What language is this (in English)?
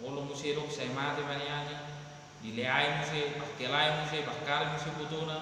Batak Toba